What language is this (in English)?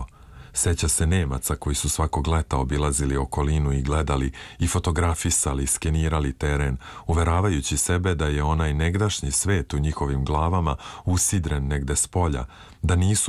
Serbian